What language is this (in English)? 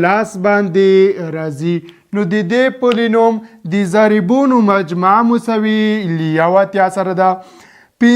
Pashto